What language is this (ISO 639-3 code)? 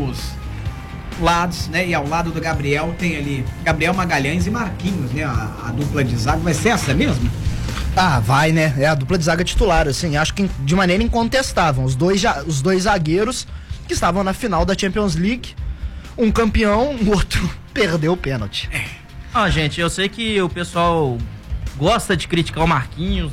por